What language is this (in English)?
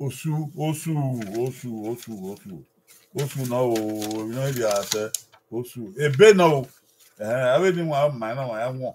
Bini